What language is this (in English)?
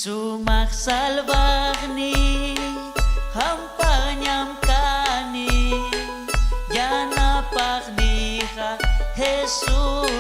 Ayacucho Quechua